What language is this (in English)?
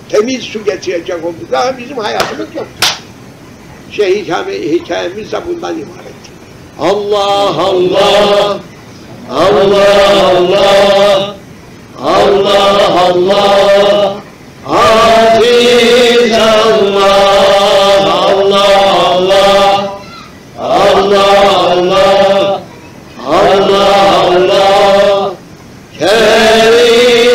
Turkish